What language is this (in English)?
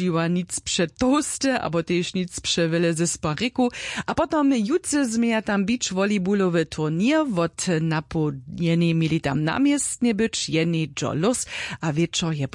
Upper Sorbian